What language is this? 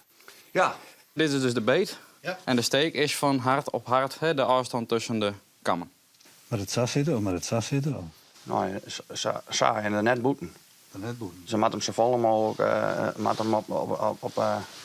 Western Frisian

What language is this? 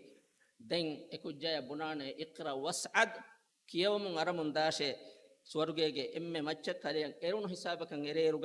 Divehi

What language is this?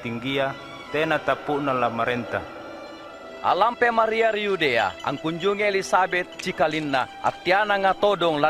Makasar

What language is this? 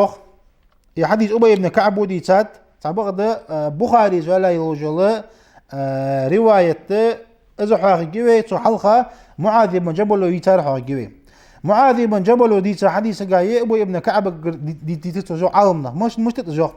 Ingush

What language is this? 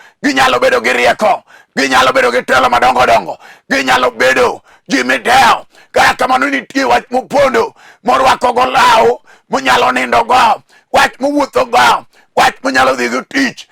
Luo (Kenya and Tanzania)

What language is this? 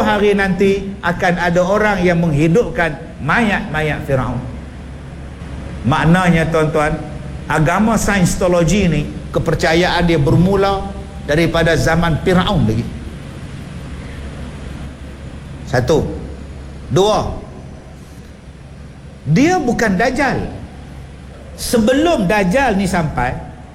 Malay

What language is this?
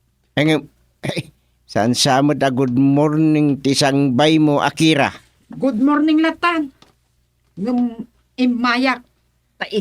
Iloko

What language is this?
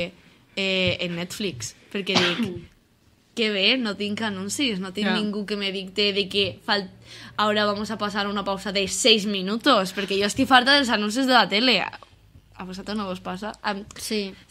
Catalan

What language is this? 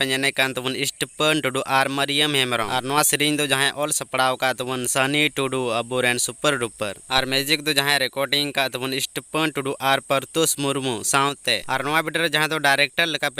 Santali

